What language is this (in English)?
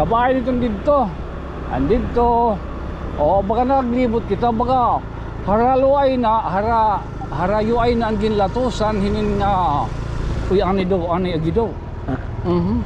Waray